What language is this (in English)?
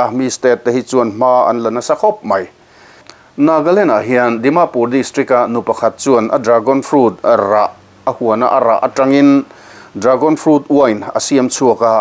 Mizo